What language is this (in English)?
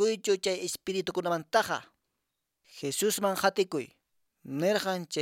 Quechua